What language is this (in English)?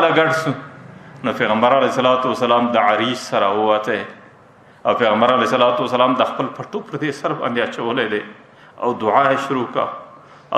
Pashto